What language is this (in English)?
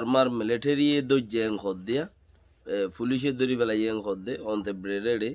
Rohingya